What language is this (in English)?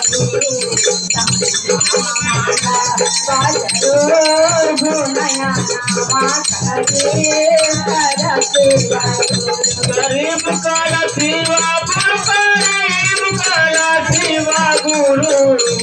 Bhojpuri